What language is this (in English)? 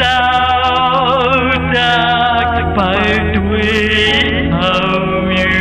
Shan